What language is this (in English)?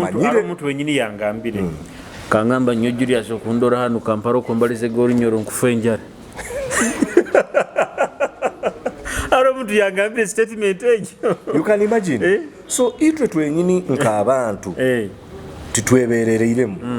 Nyoro